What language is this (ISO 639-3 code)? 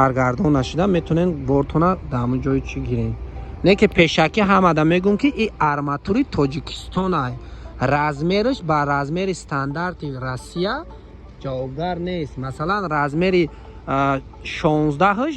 tgk